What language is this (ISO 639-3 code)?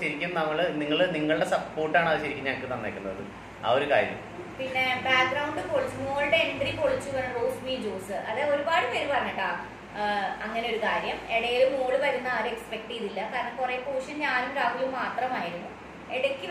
mal